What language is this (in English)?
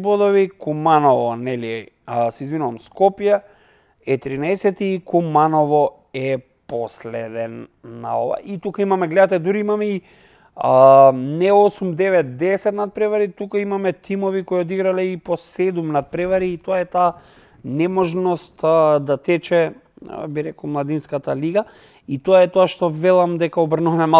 Macedonian